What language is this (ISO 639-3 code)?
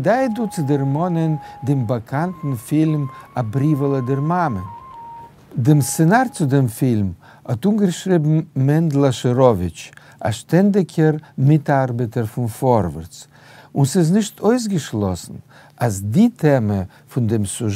yid